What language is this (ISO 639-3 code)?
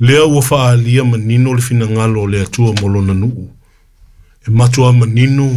smo